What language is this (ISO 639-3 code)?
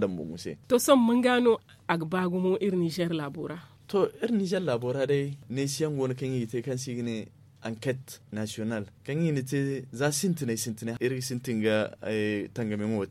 dje